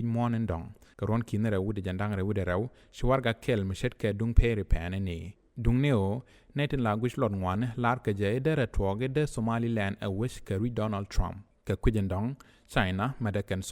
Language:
Nuer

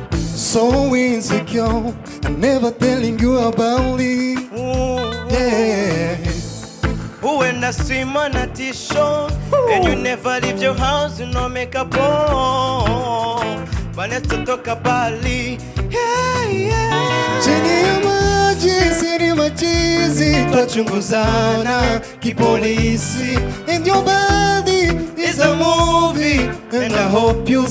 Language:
Kinyarwanda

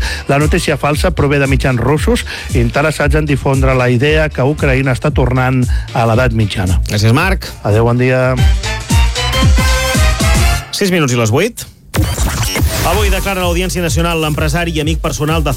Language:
Catalan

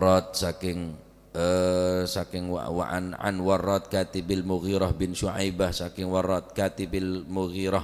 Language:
Madurese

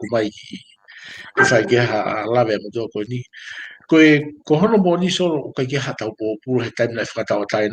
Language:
Tongan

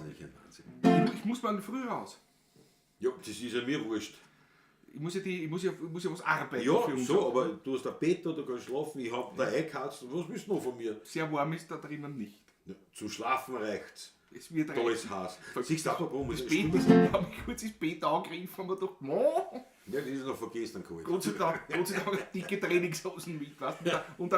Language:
Bavarian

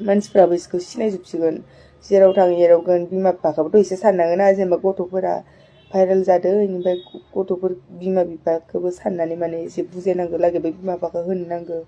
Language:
Bodo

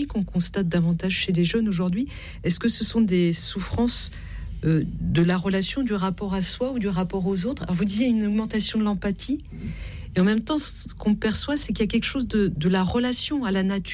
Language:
French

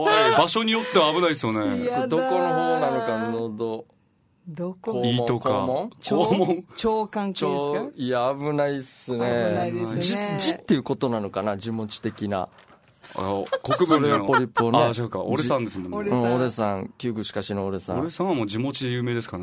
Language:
Japanese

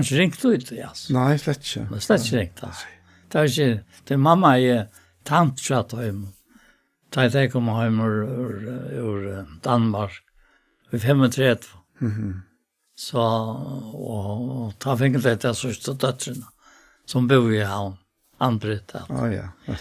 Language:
Faroese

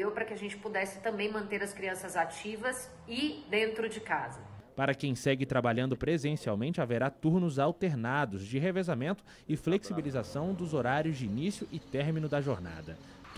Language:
Portuguese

